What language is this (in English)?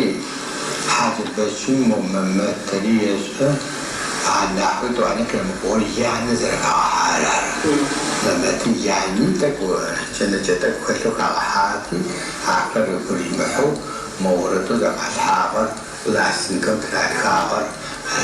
Adyghe